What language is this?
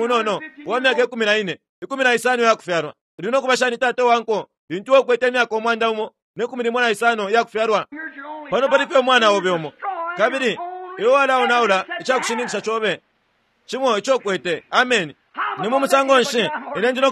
Bemba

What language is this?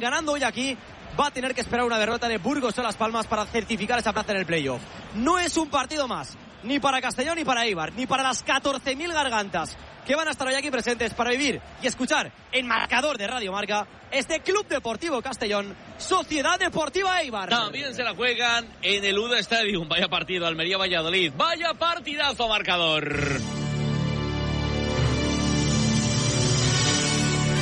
Spanish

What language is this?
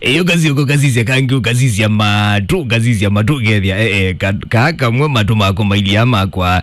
Kamba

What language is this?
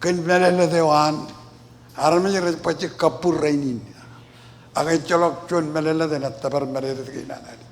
Marshallese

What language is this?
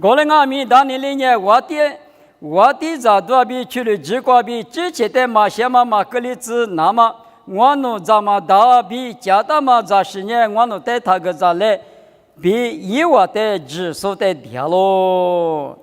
Lisu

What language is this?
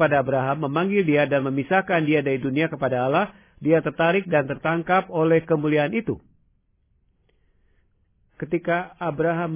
Indonesian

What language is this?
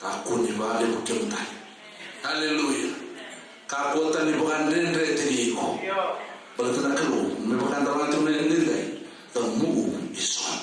Fijian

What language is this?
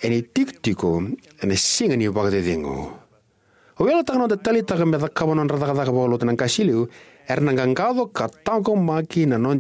Fijian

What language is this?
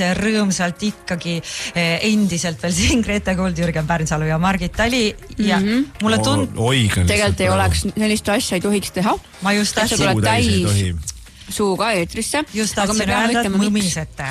Estonian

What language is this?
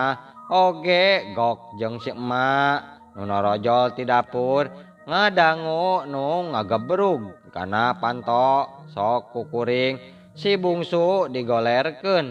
Sundanese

